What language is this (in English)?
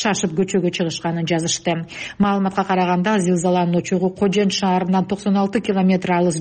Kyrgyz